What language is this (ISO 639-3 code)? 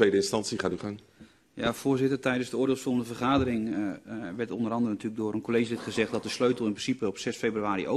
nld